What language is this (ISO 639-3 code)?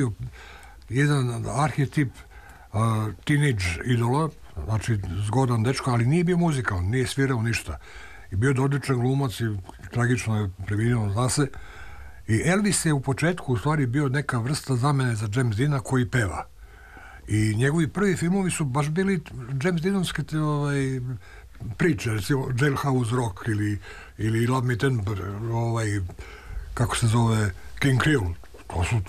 srp